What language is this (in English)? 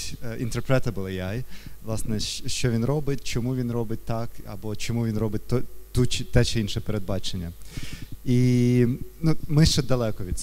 Ukrainian